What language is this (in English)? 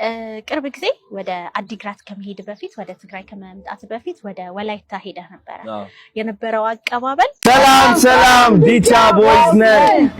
Amharic